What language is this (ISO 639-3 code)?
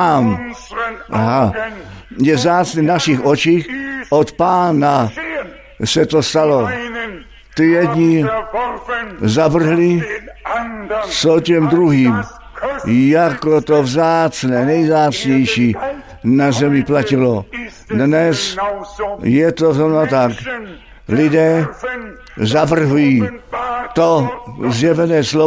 ces